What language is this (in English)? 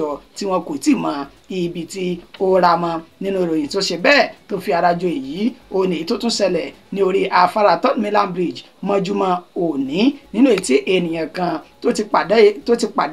Yoruba